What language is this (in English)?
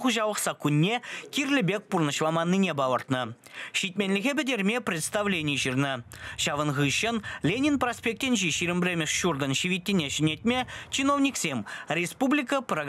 Chuvash